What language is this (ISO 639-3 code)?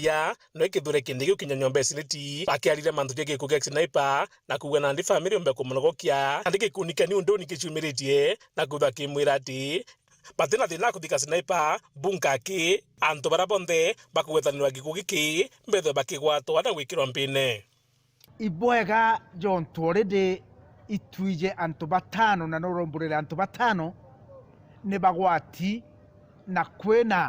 mer